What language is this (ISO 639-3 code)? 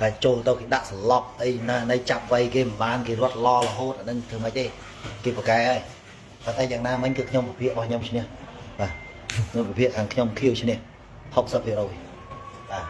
khm